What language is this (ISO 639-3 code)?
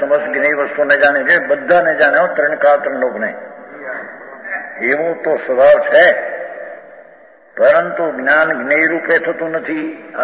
guj